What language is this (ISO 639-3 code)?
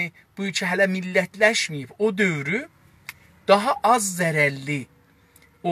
azb